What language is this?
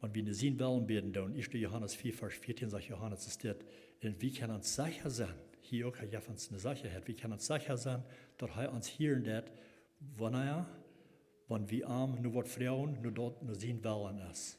Plautdietsch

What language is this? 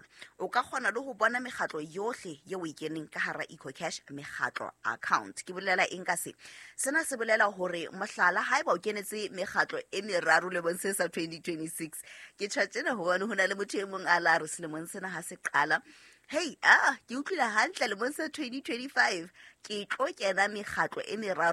Southern Sotho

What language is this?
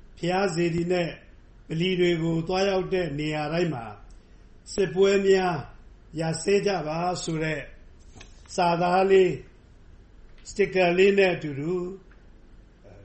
Burmese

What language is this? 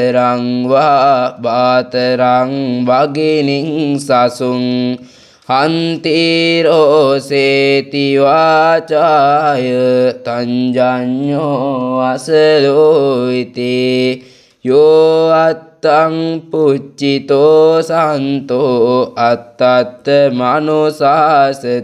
Pali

